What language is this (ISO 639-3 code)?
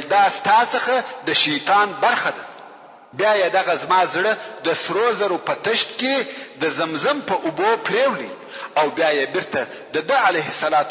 pus